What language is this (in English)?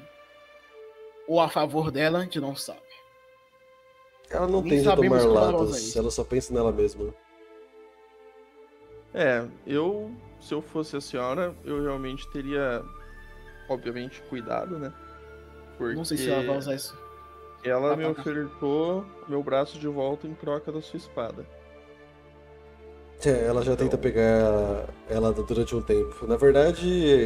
Portuguese